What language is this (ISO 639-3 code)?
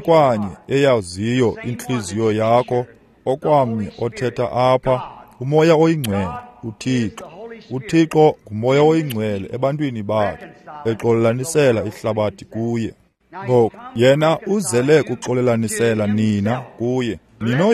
xho